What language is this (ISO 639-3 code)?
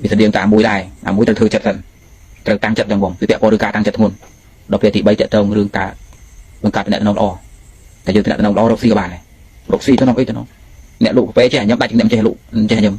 khm